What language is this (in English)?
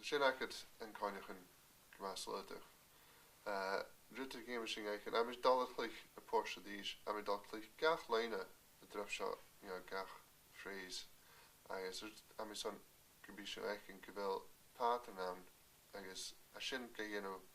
Scottish Gaelic